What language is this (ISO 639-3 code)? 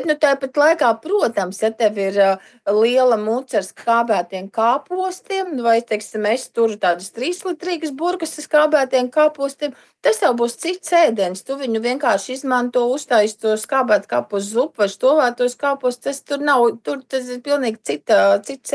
lav